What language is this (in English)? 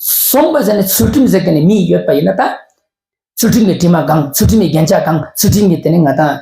Ladakhi